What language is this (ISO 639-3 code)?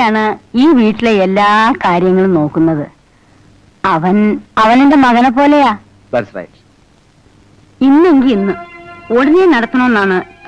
mal